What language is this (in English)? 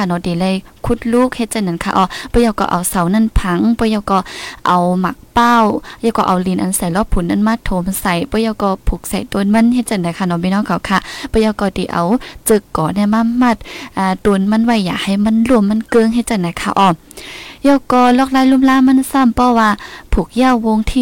Thai